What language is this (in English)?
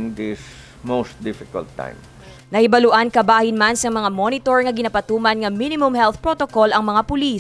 Hiligaynon